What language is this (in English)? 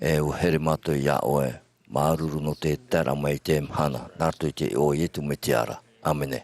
Tahitian